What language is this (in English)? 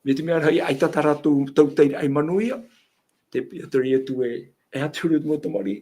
Tahitian